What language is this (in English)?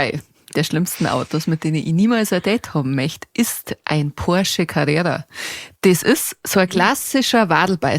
Bavarian